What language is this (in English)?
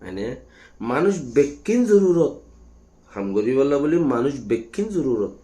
Rohingya